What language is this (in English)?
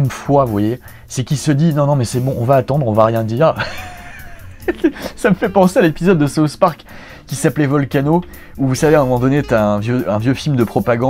French